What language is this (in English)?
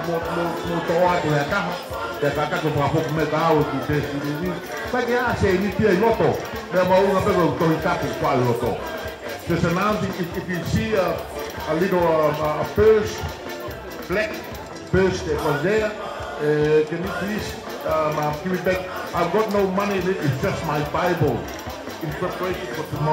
Tongan